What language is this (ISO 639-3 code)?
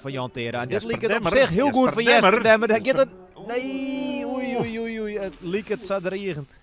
fry